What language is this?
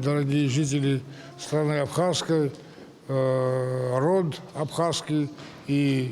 Abkhazian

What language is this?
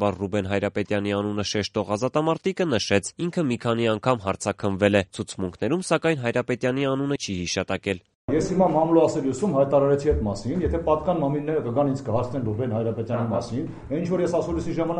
Armenian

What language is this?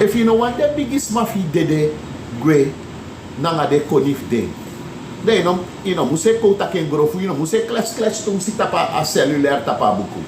Sranan Tongo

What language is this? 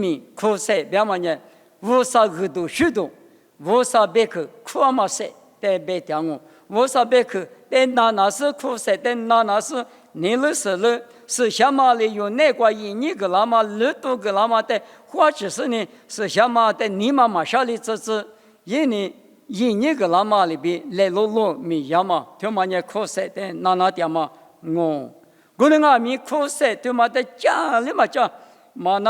Lisu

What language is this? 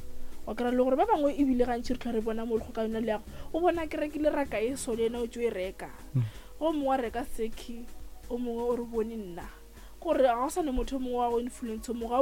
Northern Sotho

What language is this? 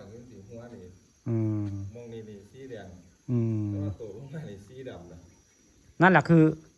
Northeastern Thai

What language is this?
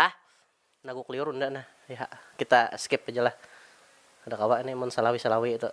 Banjar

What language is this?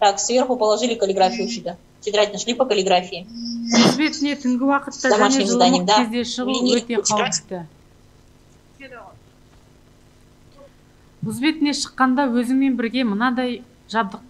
Kazakh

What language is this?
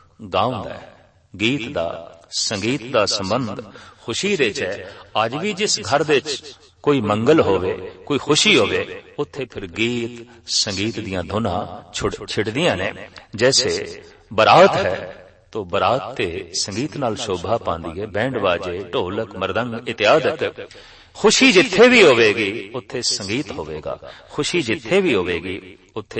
Punjabi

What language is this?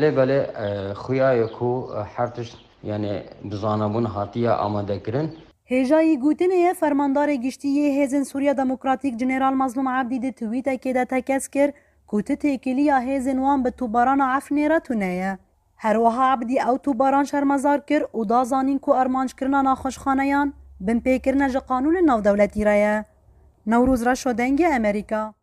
Kurdish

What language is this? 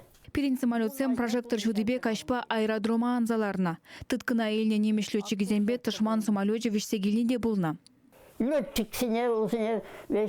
Chuvash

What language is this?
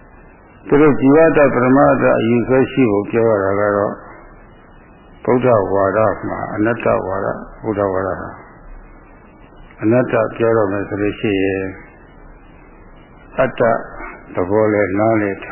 Burmese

